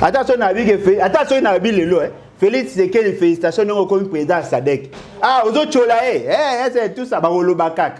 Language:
Lingala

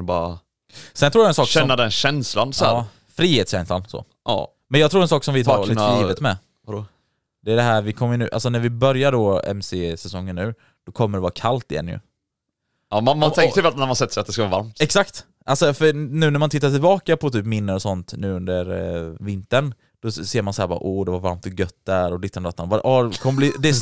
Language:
Swedish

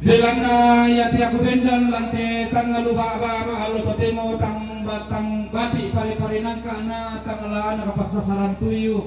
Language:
Toraja-Sa'dan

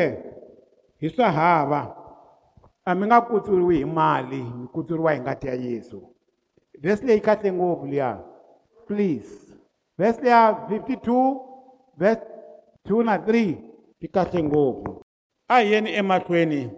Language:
Tsonga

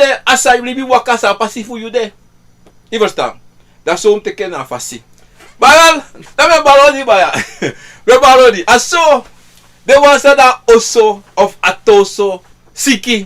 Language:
Sranan Tongo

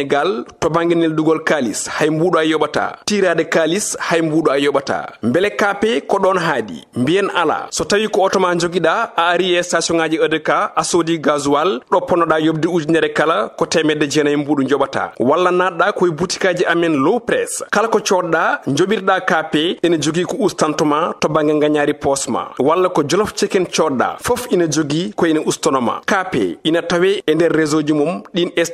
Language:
Fula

